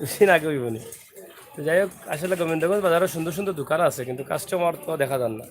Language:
Sylheti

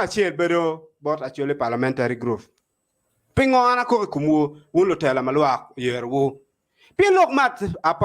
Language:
Acoli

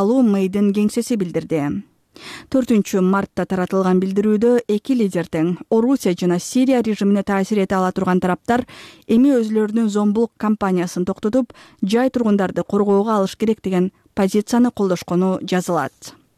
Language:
Kyrgyz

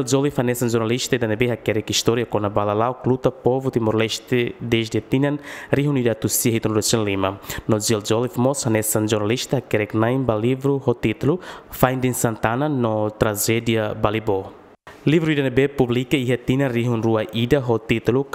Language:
Tetum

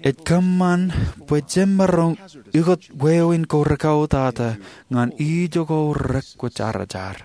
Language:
Marshallese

